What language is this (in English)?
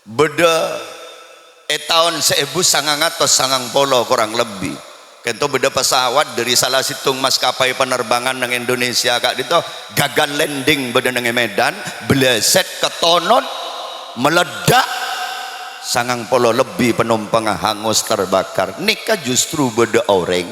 Madurese